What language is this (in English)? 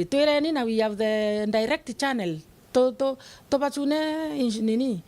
Meru